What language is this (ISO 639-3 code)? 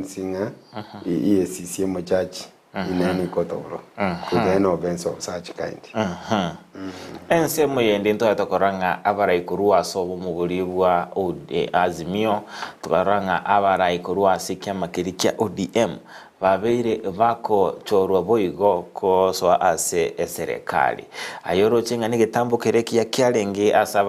guz